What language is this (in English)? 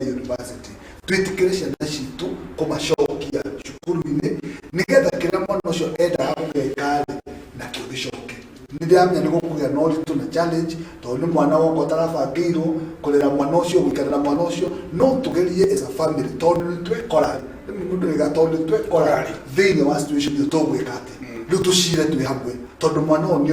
Kikuyu